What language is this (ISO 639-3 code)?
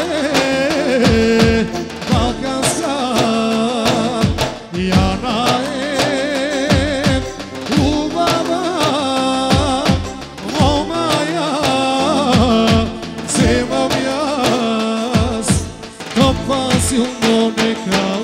bul